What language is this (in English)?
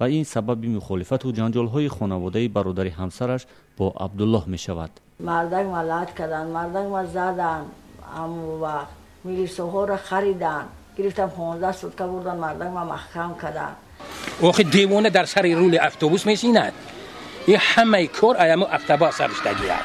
Tajik